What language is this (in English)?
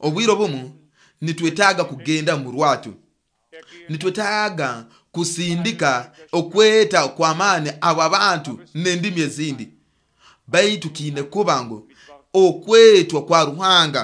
Nyoro